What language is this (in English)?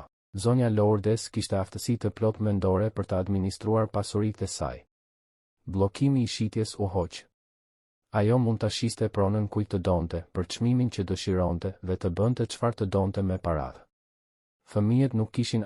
Albanian